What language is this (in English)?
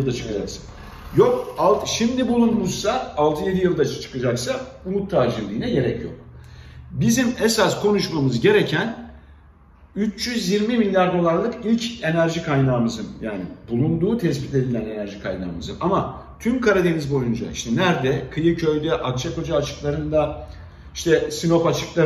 Turkish